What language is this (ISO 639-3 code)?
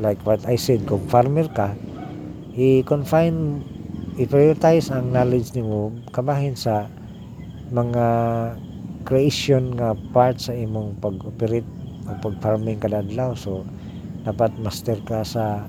ceb